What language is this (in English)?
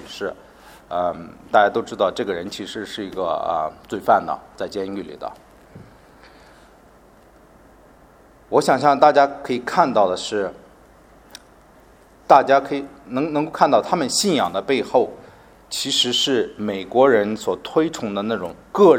Chinese